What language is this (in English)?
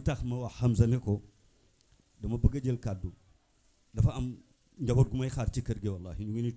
Wolof